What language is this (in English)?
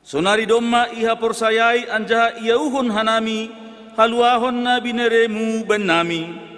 Batak Simalungun